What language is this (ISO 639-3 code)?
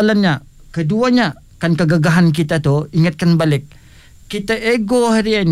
msa